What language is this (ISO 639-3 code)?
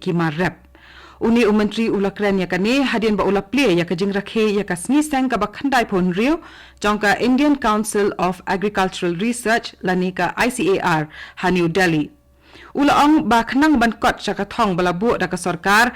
kha